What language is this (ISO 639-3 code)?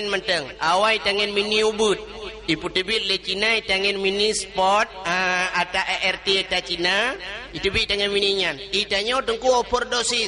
ace